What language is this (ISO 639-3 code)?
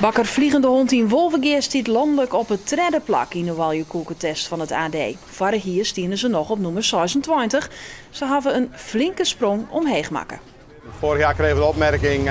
fry